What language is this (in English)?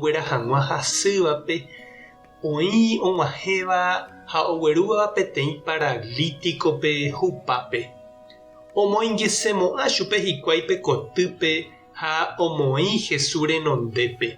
Guarani